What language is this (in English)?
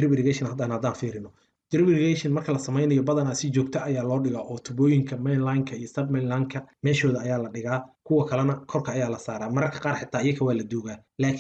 Somali